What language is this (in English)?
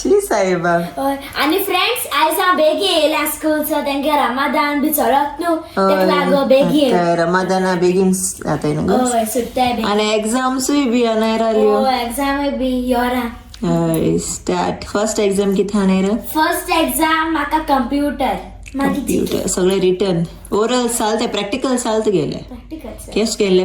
Konkani